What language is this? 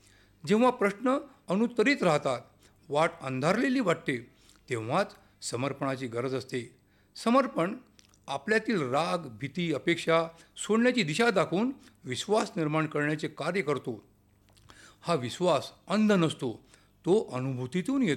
Marathi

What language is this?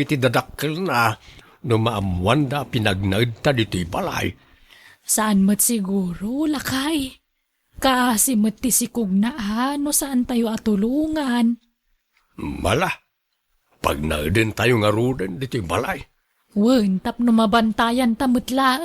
Iloko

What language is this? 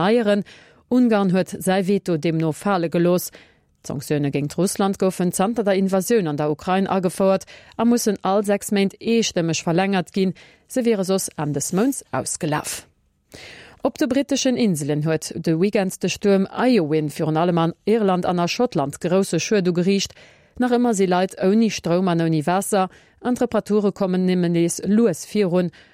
Luxembourgish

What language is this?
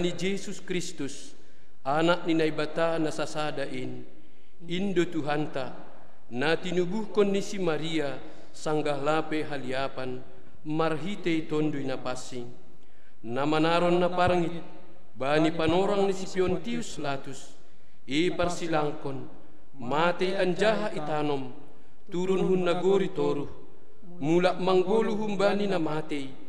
Batak Simalungun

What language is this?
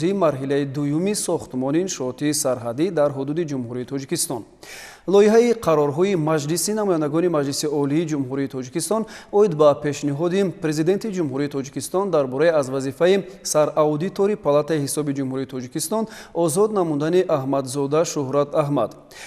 Tajik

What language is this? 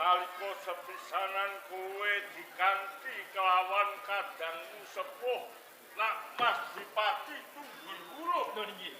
Javanese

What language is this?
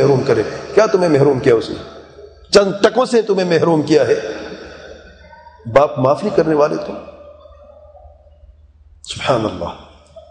Urdu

